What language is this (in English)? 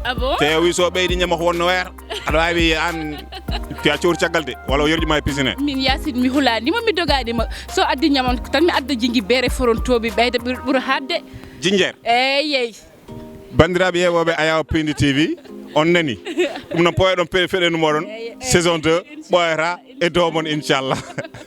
Fula